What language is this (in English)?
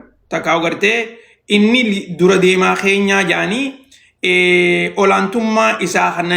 Oromo